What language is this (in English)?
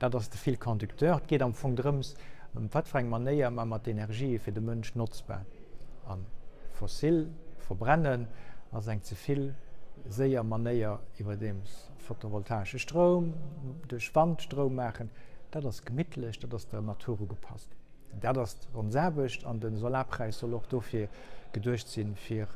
Luxembourgish